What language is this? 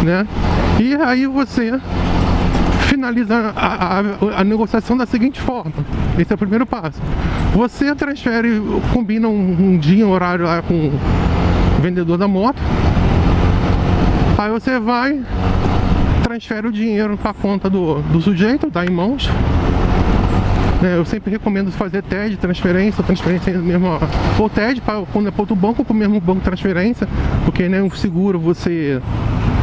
Portuguese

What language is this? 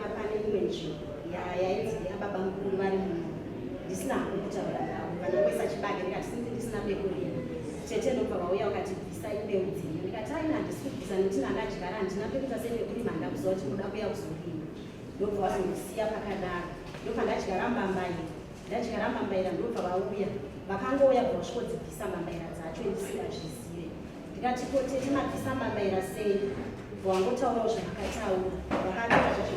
Shona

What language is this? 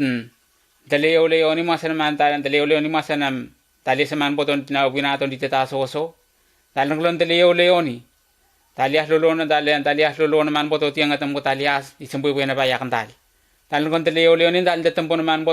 Letemboi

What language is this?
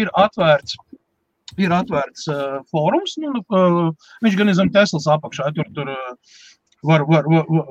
Latvian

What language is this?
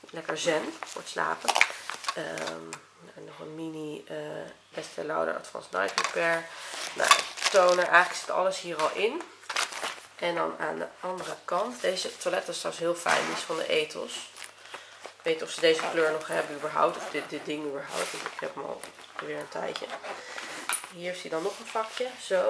Dutch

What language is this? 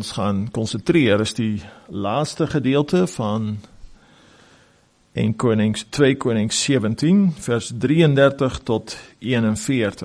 Afrikaans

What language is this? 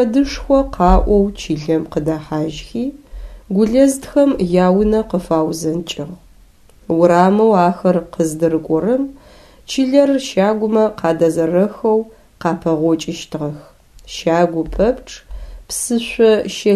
Adyghe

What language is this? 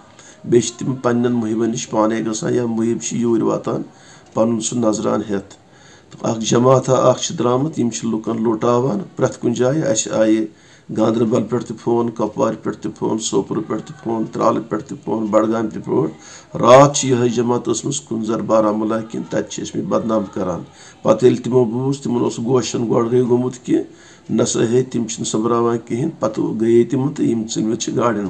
Kashmiri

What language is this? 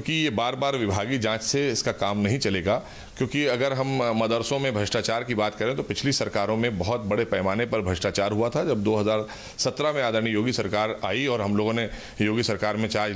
Hindi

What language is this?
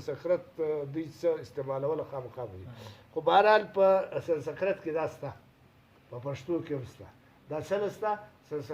Pashto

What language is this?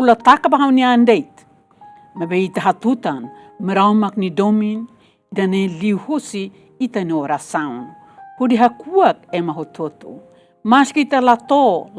Tetum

